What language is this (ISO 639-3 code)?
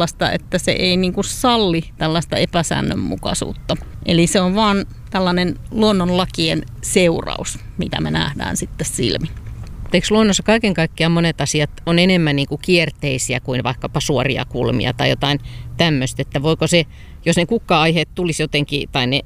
fin